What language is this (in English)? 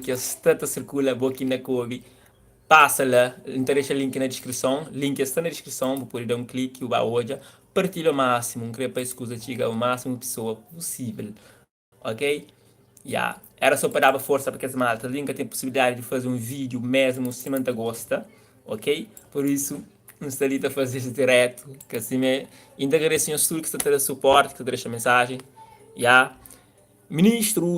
Kabuverdianu